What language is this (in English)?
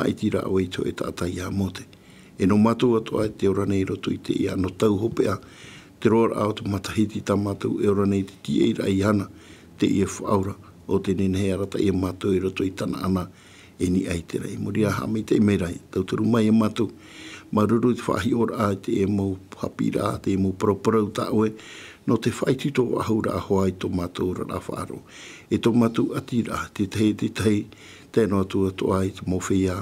Tahitian